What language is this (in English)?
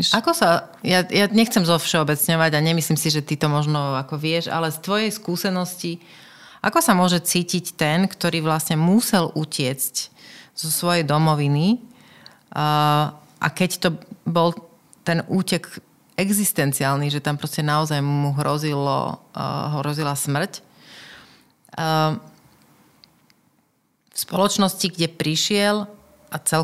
Slovak